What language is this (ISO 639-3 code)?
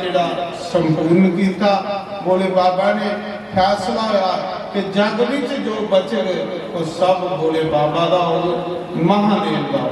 doi